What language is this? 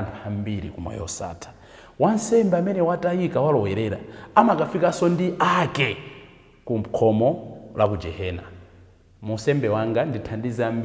Nyanja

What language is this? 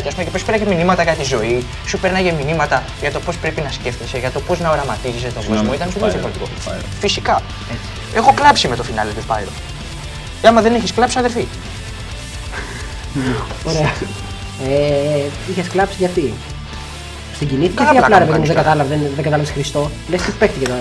Greek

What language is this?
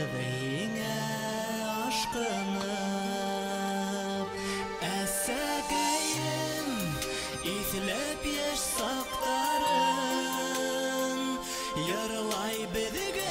Bashkir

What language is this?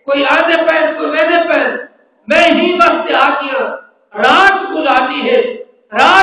Saraiki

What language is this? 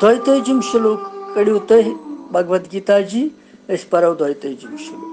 Kashmiri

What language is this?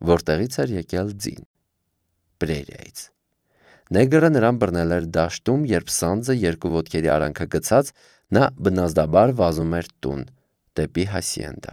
Armenian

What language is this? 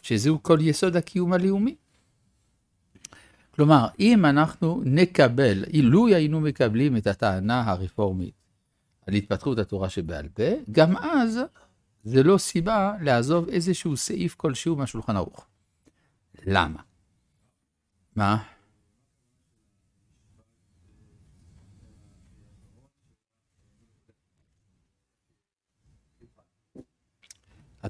Hebrew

